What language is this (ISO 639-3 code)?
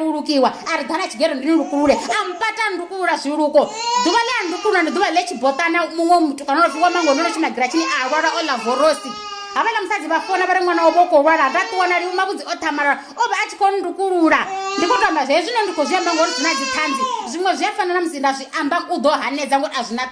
ven